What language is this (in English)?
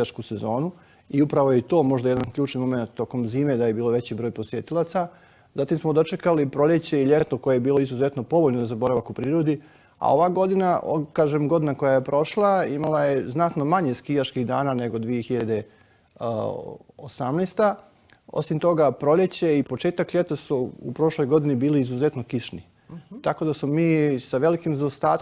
Bosnian